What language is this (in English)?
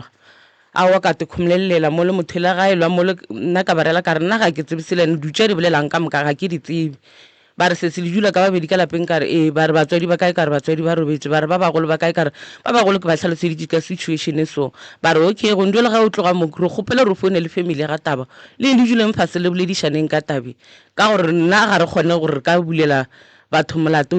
Northern Sotho